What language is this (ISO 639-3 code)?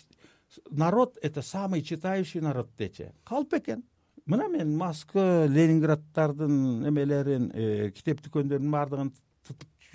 kir